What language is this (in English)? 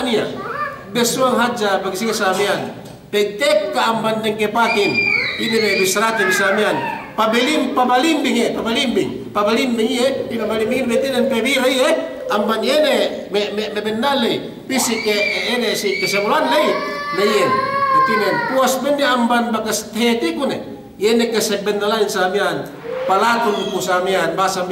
Yakan